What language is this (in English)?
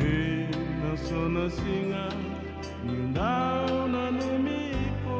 Fijian